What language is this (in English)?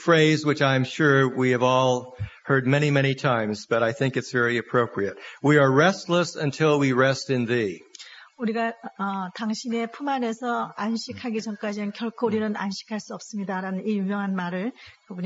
Korean